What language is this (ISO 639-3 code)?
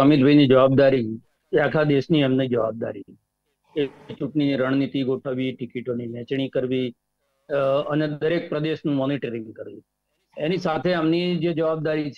guj